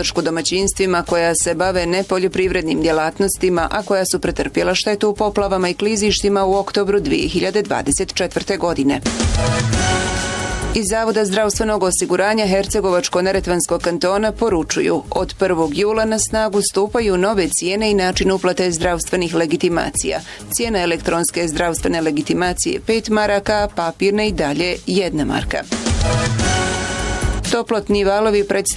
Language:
Bosnian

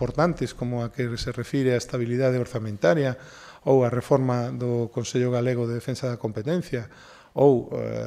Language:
Galician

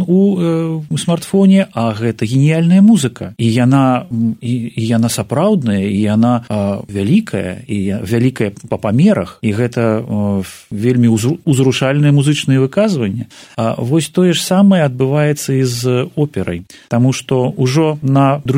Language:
Belarusian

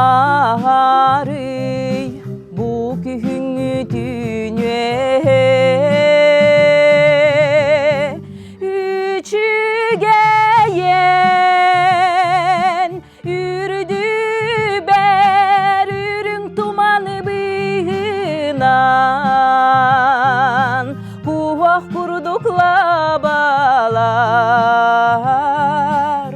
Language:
Yakut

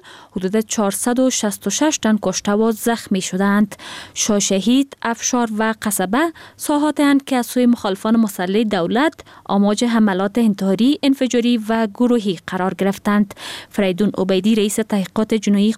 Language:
Persian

